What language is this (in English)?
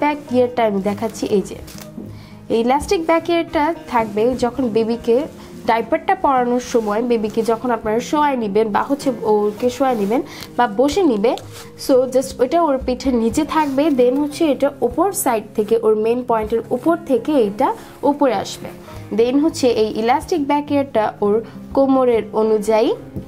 Bangla